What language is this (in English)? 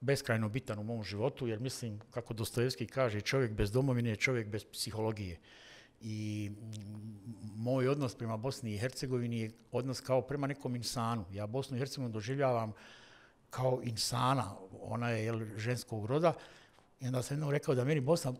Bosnian